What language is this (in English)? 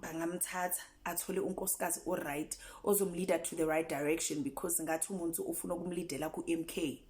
Zulu